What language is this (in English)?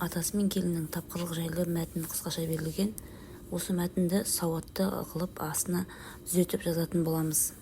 Kazakh